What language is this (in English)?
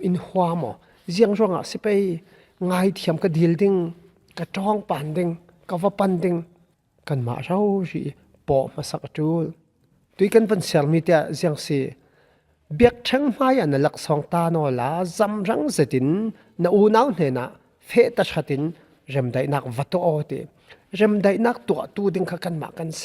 Falam Chin